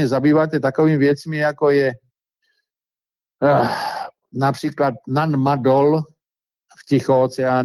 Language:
Czech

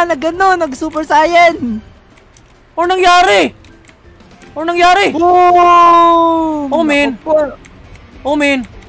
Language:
Filipino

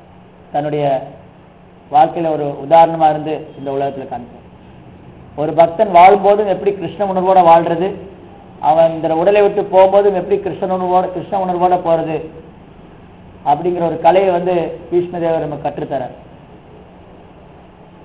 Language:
Tamil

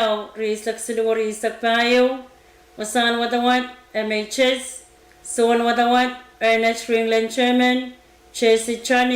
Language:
Pohnpeian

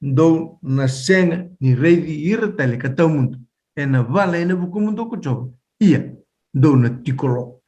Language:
Fijian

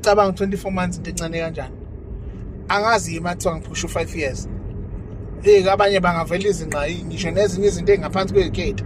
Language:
Zulu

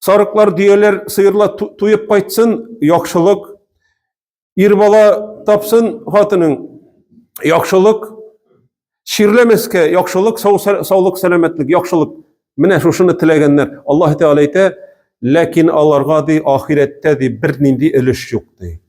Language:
Tatar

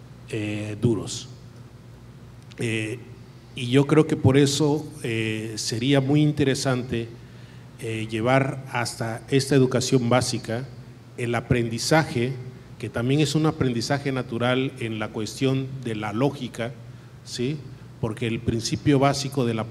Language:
Spanish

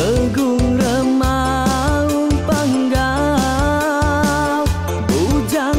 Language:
Iban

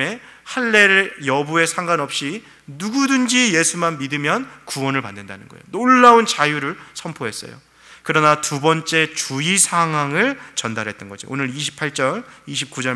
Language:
Korean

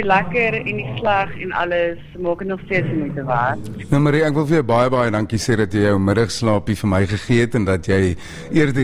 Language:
Afrikaans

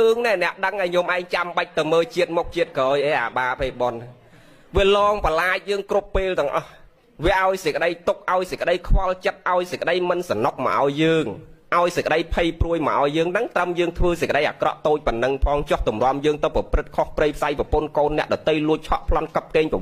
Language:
Khmer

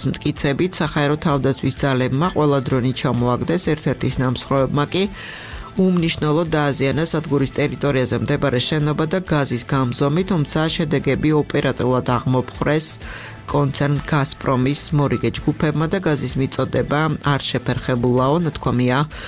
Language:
Georgian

